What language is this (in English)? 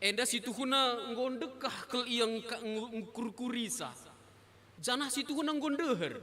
Batak Karo